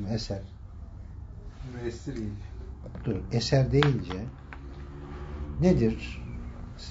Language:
Turkish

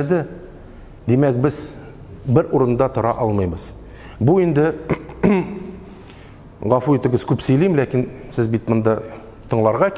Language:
Tatar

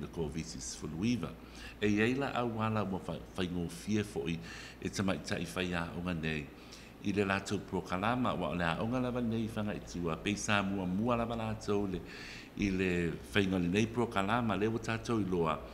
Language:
Samoan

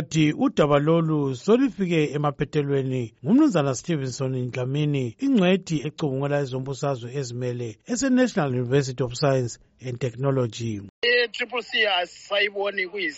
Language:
North Ndebele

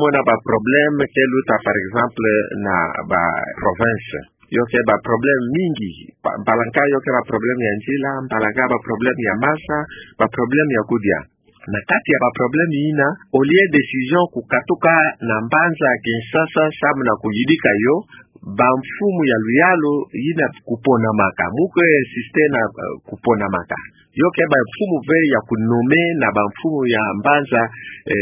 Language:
Kituba (Democratic Republic of Congo)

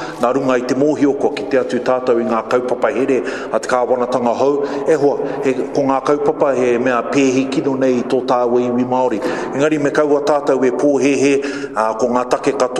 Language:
Māori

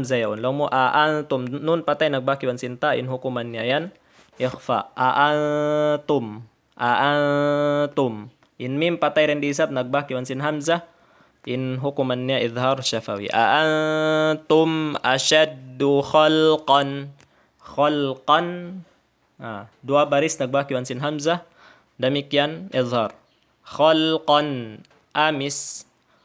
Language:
Tausug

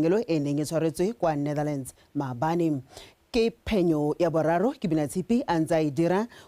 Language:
Tswana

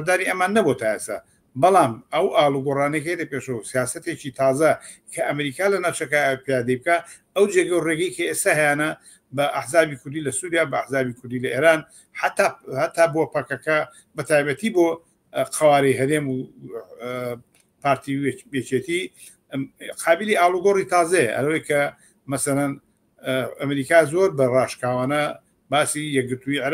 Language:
Central Kurdish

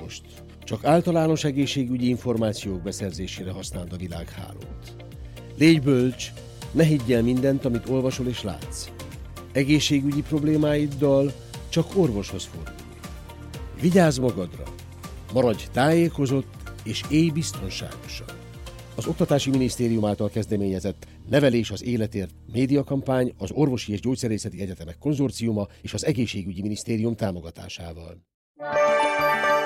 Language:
Hungarian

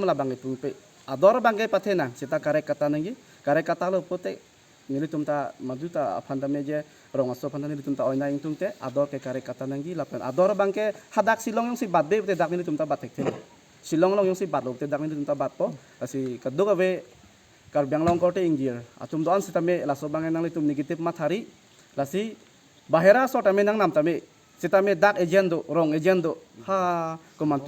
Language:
Karbi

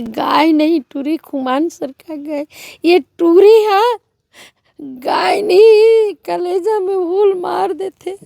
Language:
Chhattisgarhi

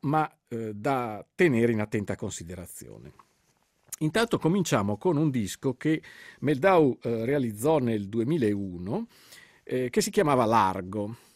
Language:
Italian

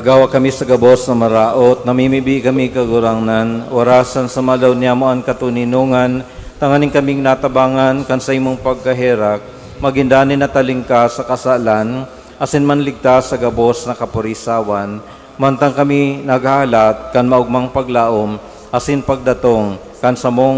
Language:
Bikol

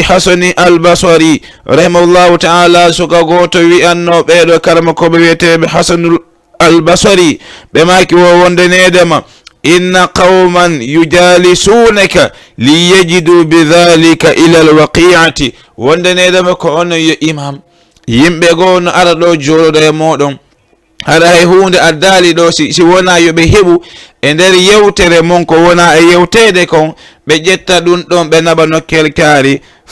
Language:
Fula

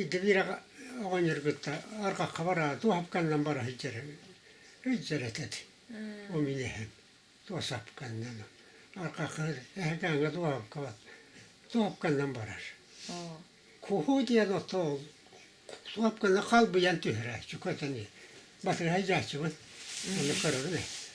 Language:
Yakut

